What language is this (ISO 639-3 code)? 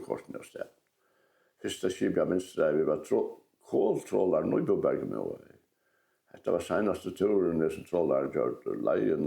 fao